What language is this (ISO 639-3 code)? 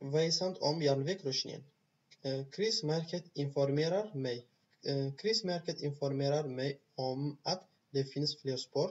tir